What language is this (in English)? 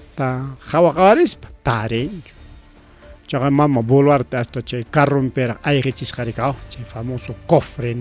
Ayacucho Quechua